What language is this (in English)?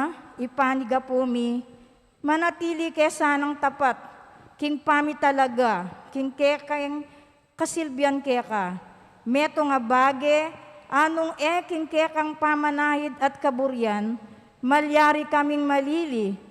Pampanga